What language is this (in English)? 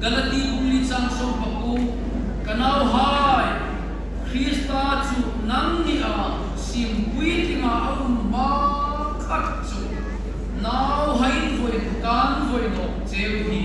Hmar